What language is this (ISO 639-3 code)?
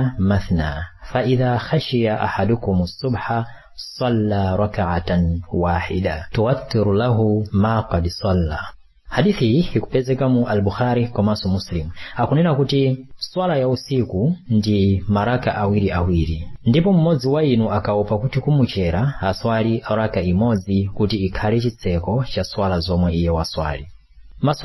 nya